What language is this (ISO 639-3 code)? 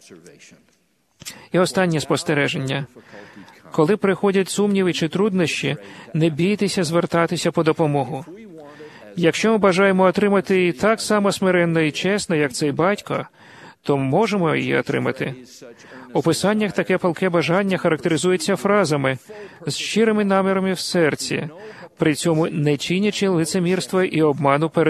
ukr